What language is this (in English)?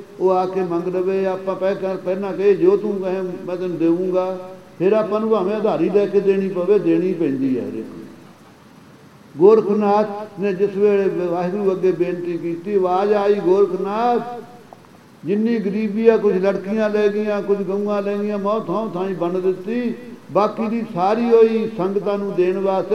Punjabi